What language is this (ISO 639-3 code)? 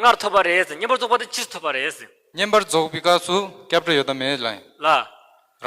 bod